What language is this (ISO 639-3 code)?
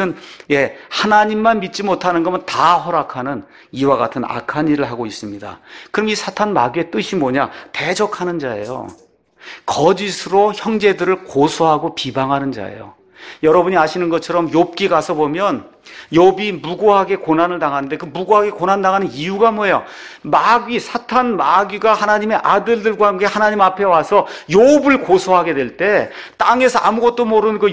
kor